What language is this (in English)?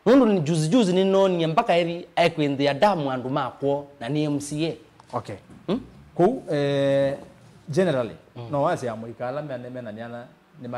Kamba